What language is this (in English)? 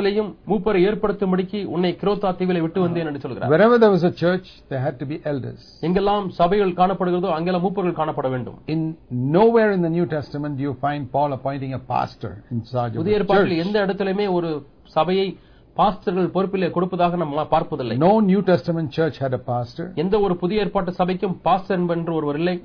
Tamil